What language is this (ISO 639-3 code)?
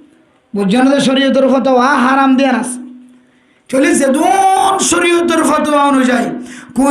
rhg